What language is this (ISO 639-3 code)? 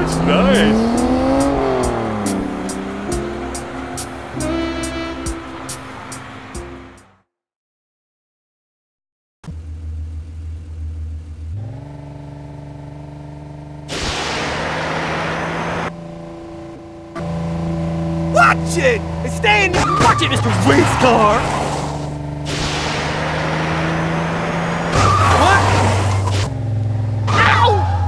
eng